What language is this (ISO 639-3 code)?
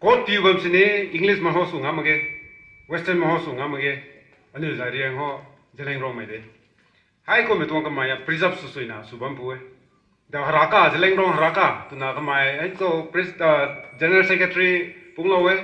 nbu